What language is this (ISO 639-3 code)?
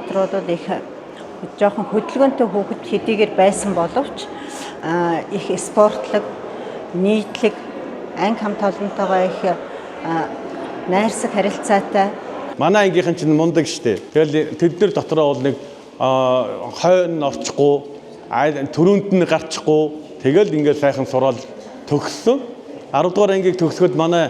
mon